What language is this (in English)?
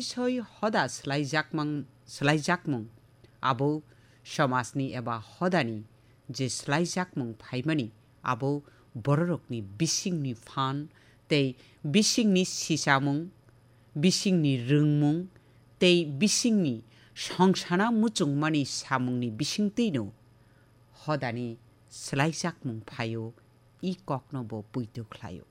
Kok Borok